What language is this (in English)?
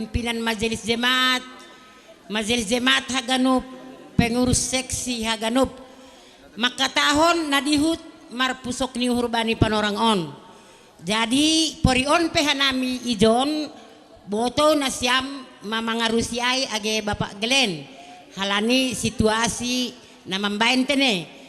Batak Simalungun